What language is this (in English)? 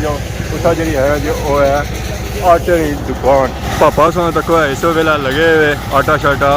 Pahari-Potwari